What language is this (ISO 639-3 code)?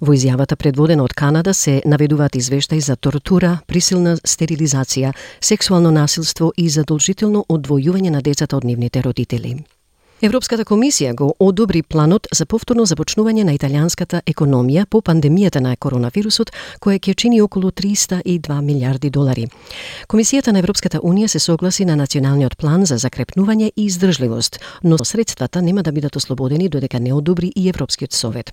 mkd